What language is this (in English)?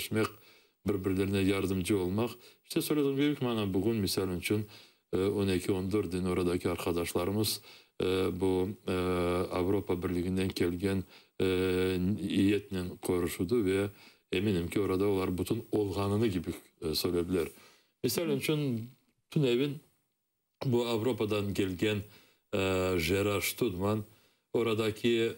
Crimean Tatar